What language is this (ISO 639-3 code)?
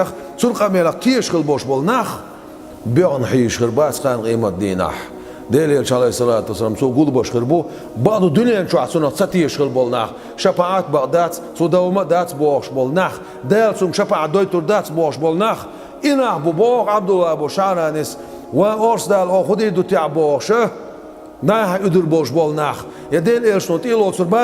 che